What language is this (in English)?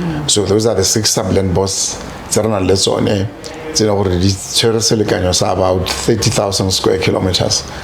Tswana